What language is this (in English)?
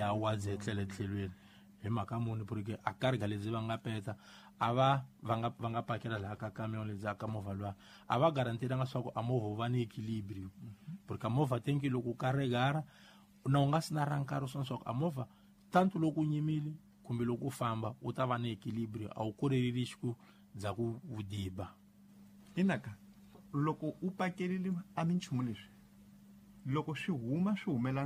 Tsonga